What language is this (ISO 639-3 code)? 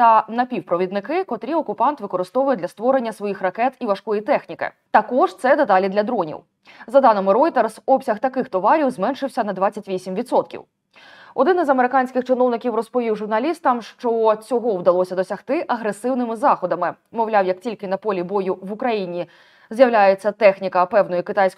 ukr